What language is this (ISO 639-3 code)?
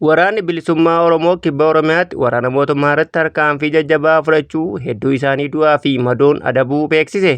orm